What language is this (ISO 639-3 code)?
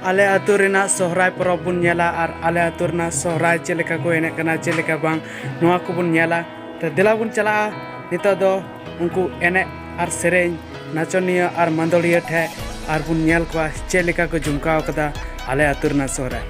sat